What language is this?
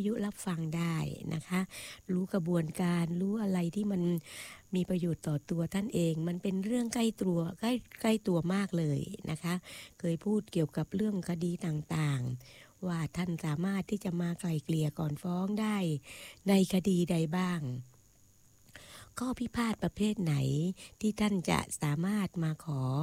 Thai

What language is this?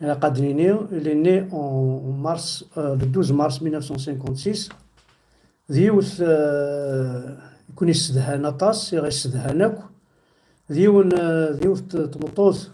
Kabyle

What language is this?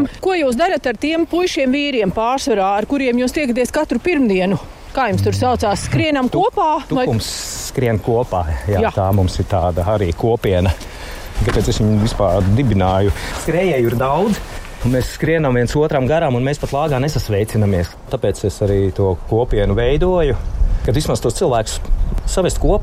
Latvian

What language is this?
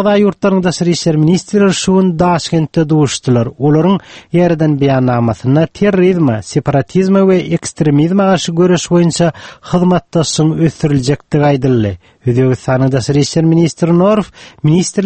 Turkmen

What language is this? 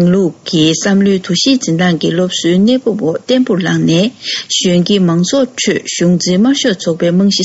Tibetan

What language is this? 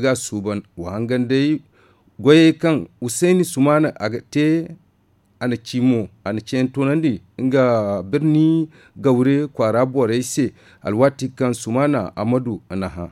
Zarma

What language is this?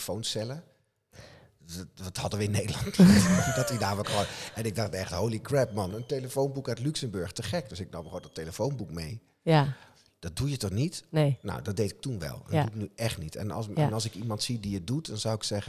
Dutch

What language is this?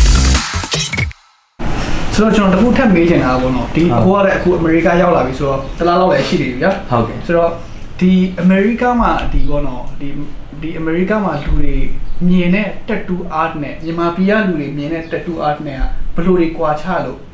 Burmese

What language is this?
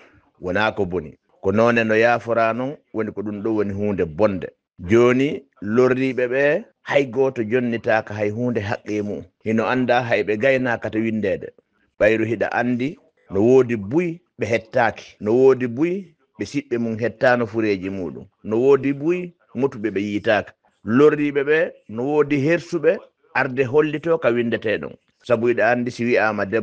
Fula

